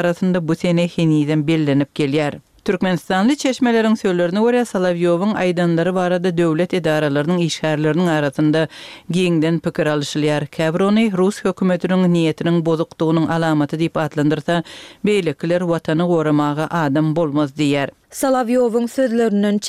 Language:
Turkmen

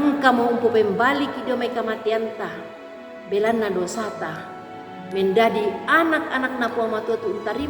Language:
Toraja-Sa'dan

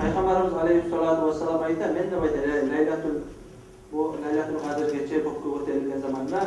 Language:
Kumyk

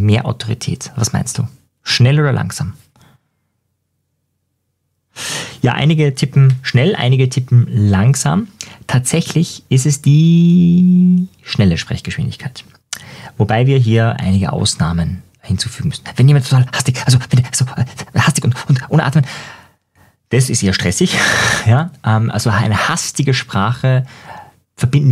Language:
German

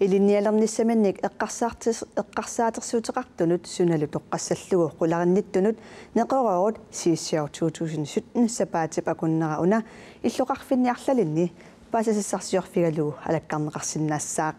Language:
Kalaallisut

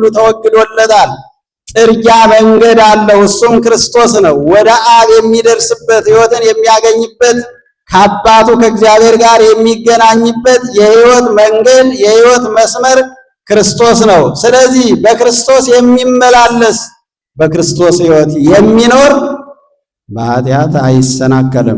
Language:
Amharic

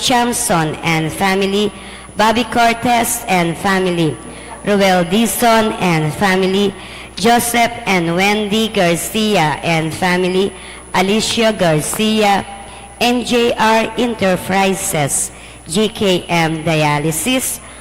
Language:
Pampanga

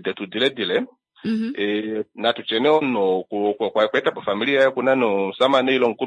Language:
Kuanyama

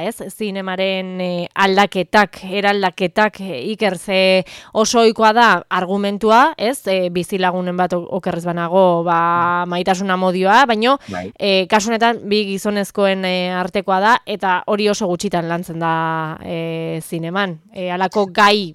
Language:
Basque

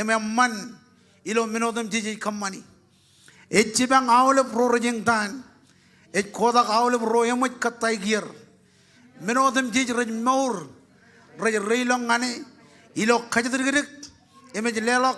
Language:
Marshallese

